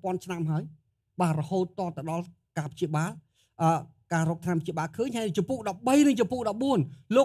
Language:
Khmer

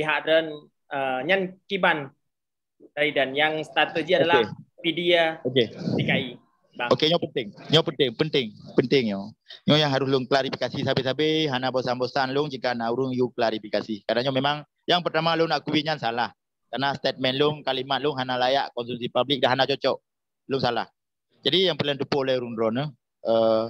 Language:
Achinese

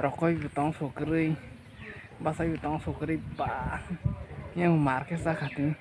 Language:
Kok Borok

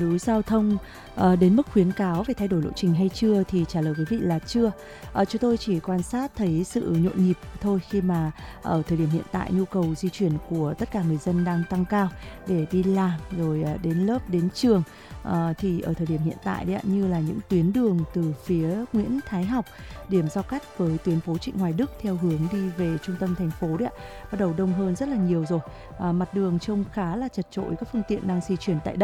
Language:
Vietnamese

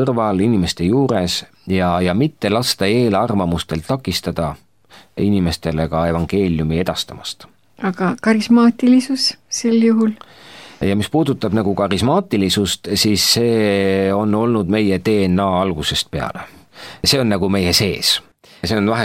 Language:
Estonian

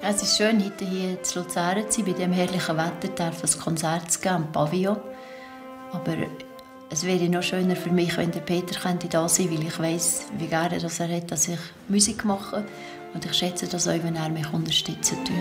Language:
Swiss German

